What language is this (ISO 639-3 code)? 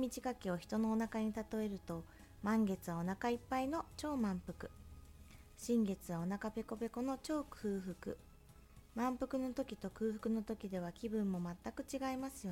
jpn